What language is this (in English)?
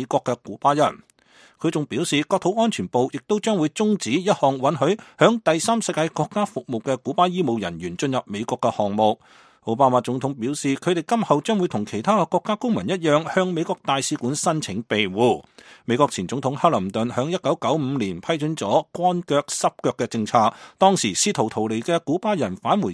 Cantonese